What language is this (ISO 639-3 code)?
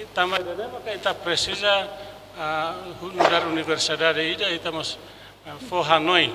tet